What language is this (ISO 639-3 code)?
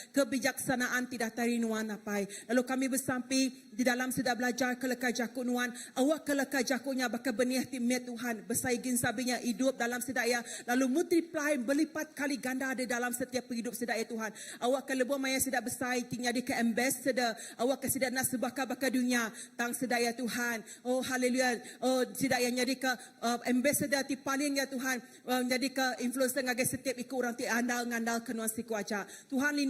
iba